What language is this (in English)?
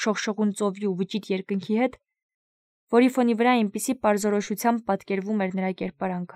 Armenian